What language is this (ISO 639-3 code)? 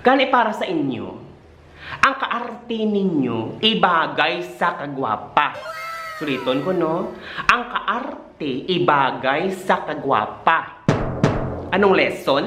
hil